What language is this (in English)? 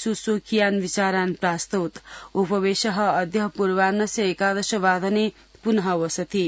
Sanskrit